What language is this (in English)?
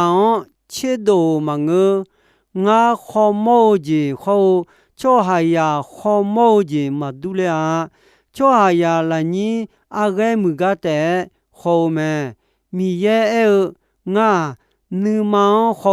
Akha